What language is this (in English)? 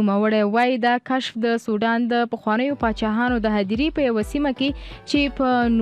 Pashto